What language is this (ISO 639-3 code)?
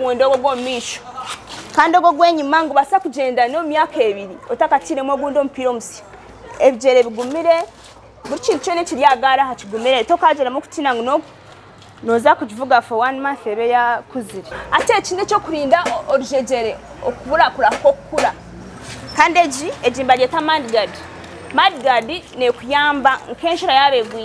nyn